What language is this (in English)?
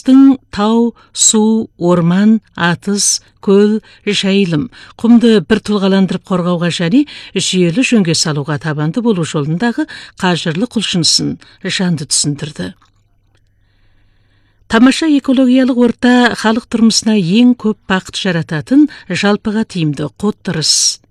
Kazakh